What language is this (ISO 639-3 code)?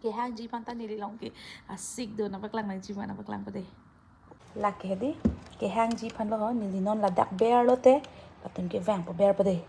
mjw